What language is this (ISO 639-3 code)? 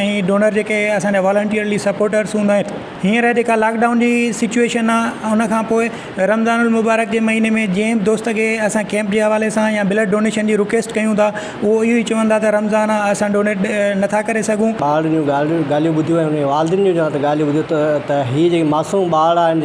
snd